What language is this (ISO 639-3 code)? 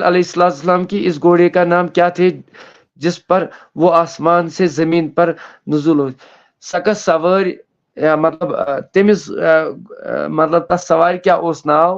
kas